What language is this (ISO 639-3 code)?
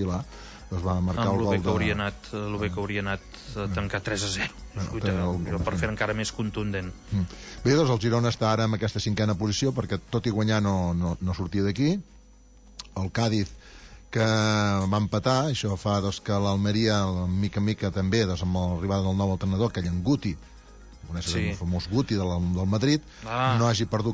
cat